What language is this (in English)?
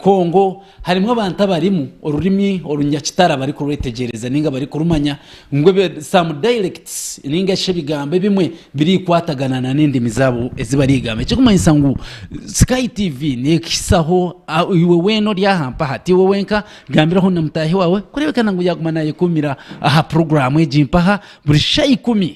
Nyankole